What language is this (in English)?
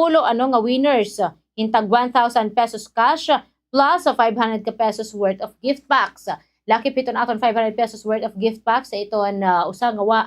Waray